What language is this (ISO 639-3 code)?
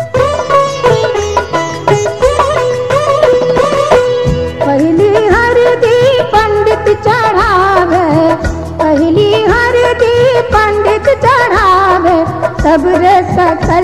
bho